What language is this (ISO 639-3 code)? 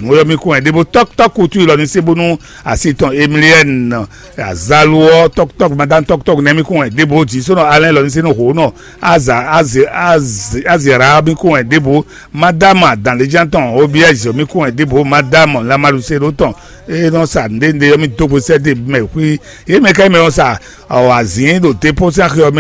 fon